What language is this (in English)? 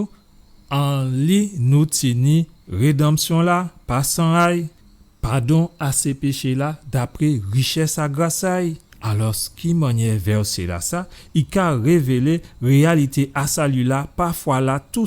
Guadeloupean Creole French